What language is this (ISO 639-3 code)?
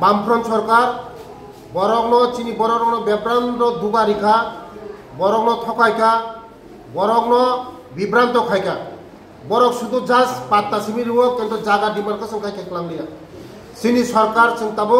trp